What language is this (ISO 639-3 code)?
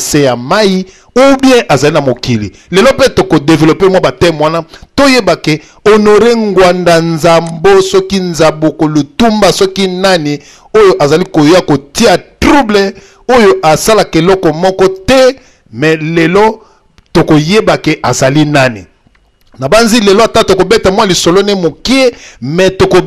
lin